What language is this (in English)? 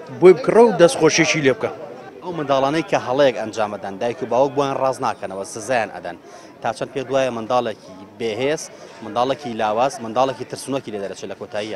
Central Kurdish